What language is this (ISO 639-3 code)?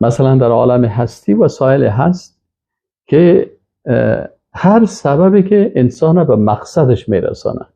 fas